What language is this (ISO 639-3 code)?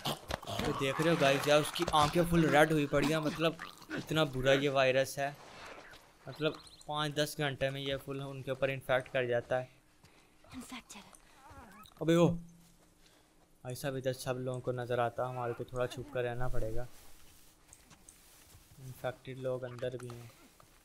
hin